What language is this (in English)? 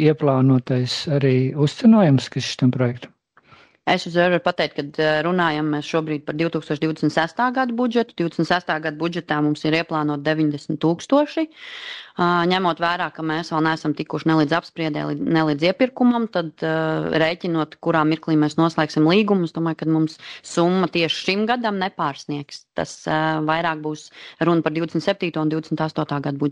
Latvian